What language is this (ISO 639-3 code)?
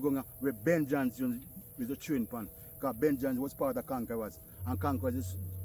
jam